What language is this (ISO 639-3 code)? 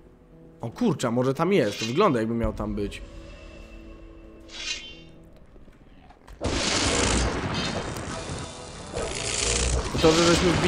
pol